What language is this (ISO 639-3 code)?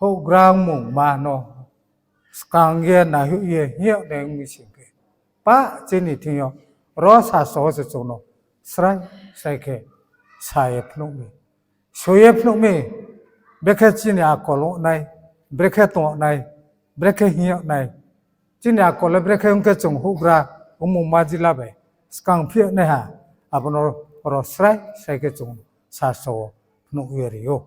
ria